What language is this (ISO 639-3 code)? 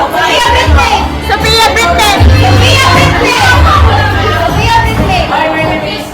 ceb